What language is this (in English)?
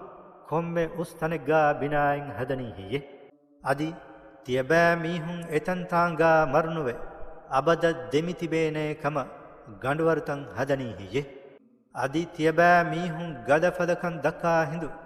Divehi